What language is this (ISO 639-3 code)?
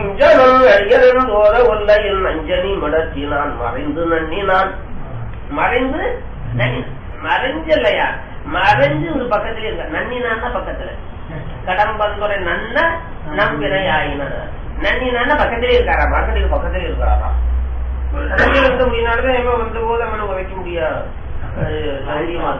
tam